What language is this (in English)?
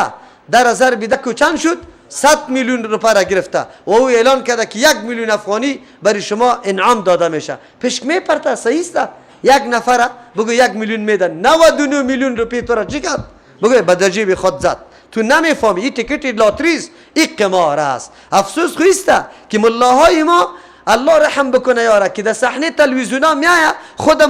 Persian